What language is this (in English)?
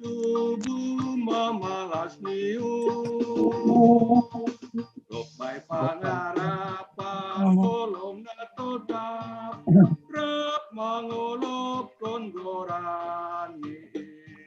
Batak Simalungun